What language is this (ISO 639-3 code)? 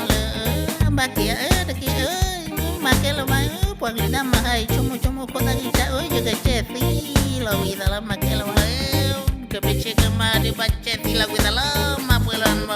ksw